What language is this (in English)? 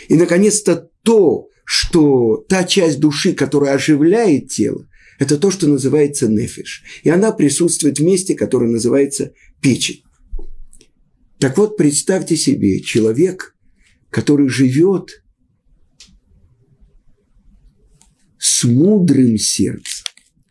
Russian